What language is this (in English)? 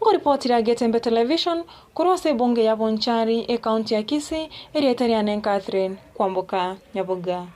Gusii